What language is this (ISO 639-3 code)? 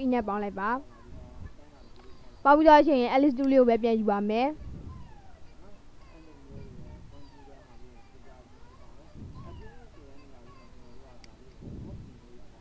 mya